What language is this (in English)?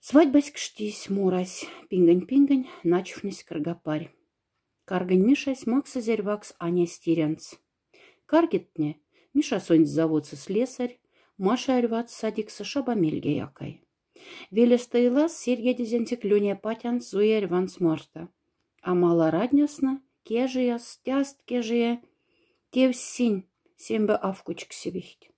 Moksha